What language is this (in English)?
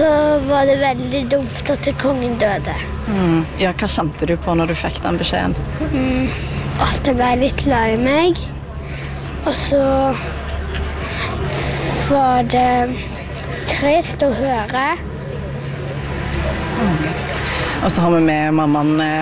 Norwegian